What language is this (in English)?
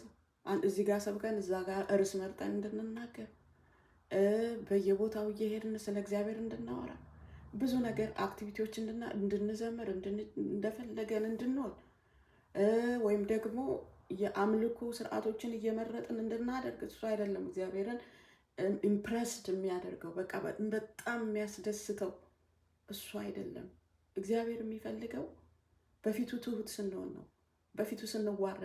Amharic